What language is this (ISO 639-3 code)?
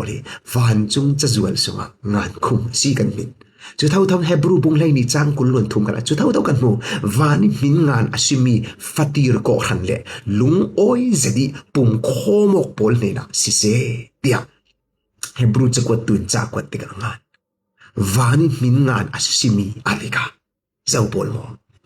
cfm